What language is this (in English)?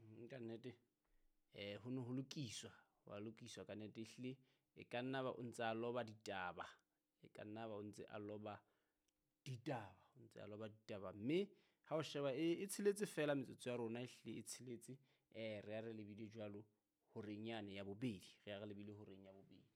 Southern Sotho